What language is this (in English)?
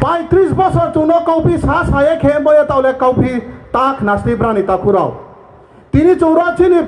Riang (India)